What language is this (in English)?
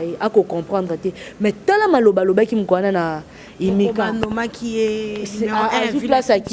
Lingala